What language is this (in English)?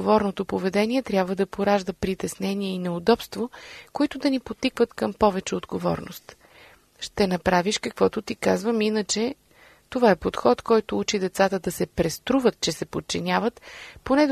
Bulgarian